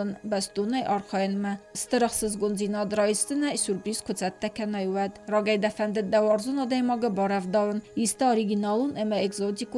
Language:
Ossetic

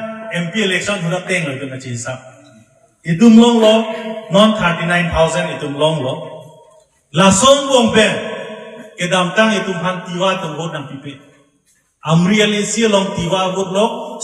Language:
Karbi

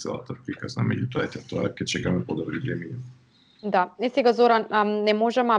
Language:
Macedonian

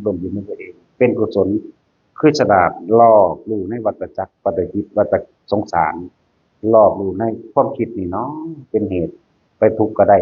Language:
Northeastern Thai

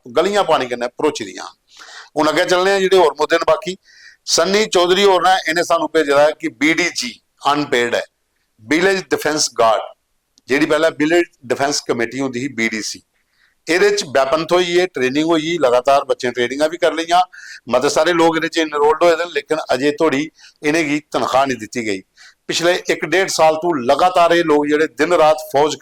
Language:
Dogri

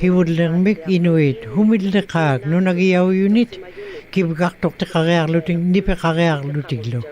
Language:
Western Canadian Inuktitut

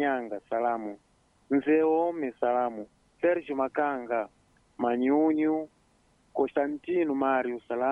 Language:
Swahili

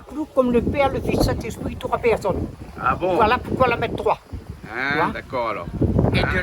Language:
Réunion Creole French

